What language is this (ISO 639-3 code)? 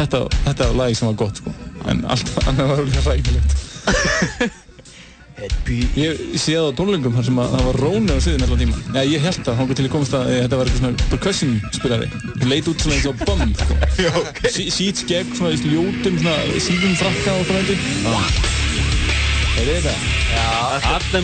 isl